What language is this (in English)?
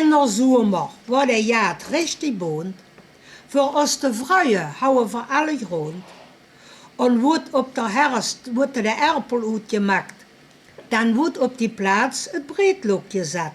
Limburgish